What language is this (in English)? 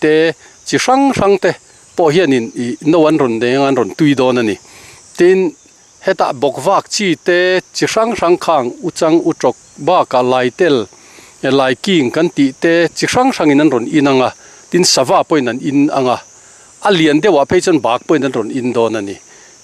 Mizo